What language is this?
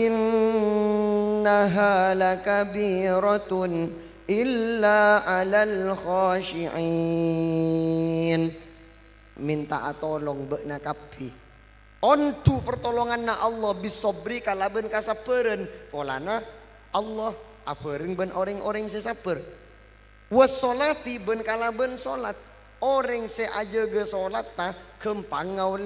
Madurese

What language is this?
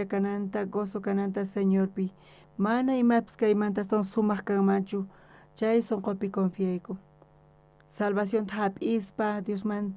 South Bolivian Quechua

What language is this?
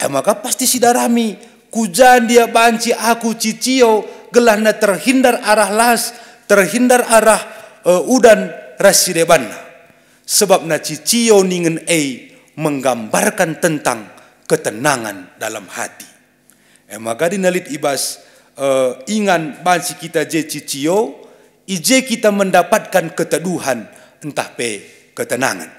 Batak Karo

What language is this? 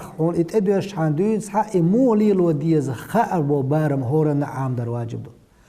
Chechen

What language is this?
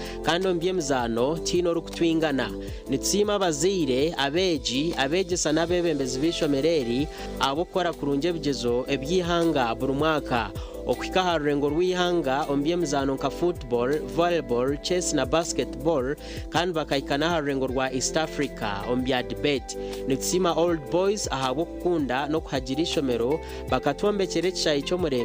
Nyankole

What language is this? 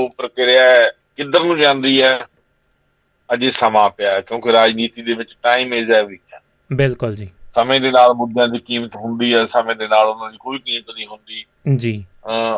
Punjabi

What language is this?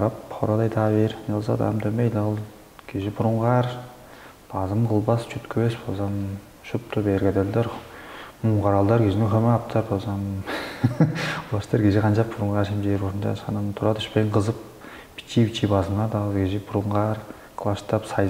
Tuvinian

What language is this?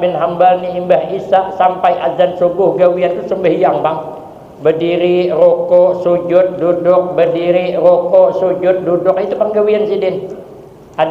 Banjar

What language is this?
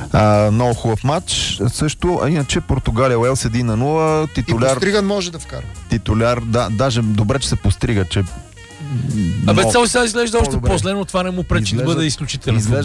Bulgarian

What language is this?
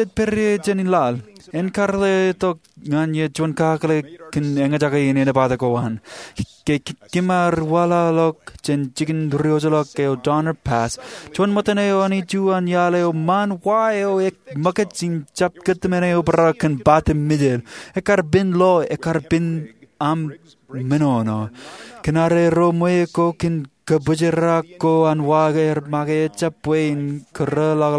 Marshallese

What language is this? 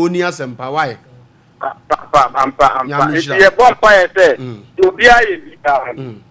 Akan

